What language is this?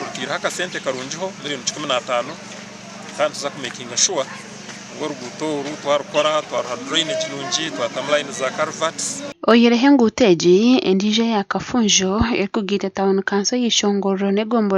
Nyankole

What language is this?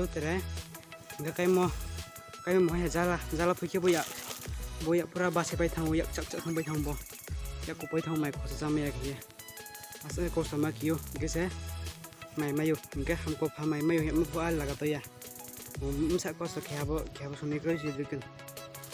Riang (India)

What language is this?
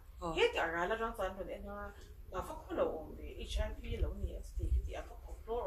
Mizo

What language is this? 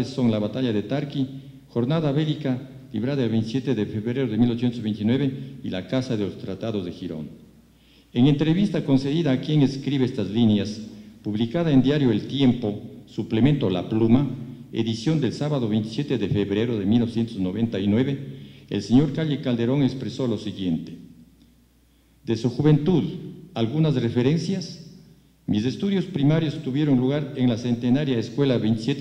Spanish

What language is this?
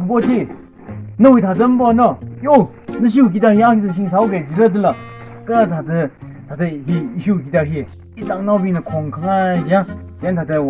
Tangkhul Naga (India)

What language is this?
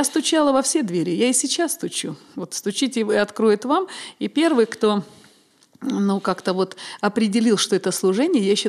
Russian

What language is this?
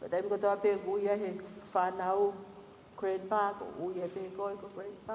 Tongan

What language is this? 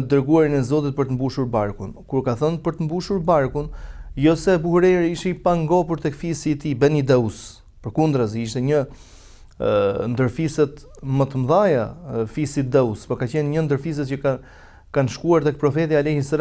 Albanian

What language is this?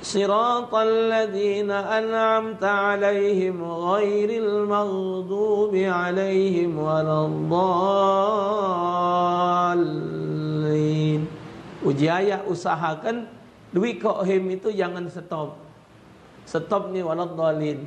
Musi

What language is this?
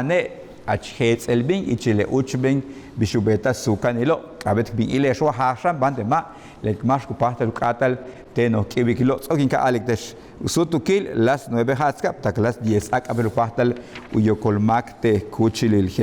Yucateco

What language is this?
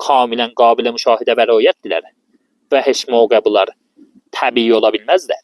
Azerbaijani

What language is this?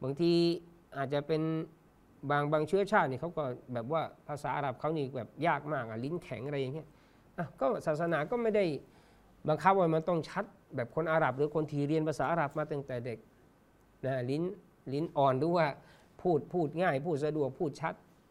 Thai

